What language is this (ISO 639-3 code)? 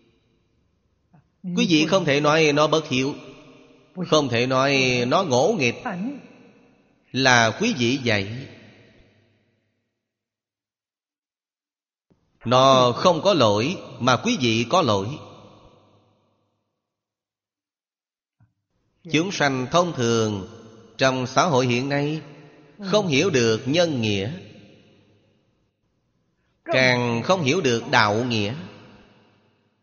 vie